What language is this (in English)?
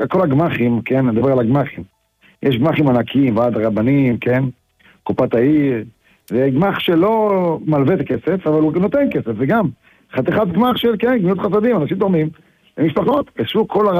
Hebrew